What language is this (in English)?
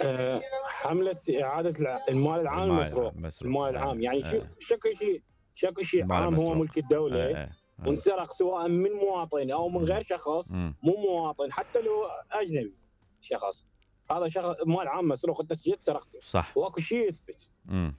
Mesopotamian Arabic